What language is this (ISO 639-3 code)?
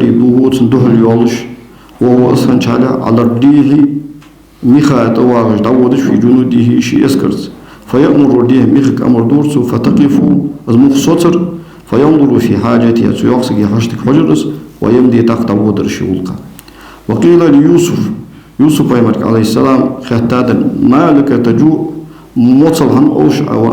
inh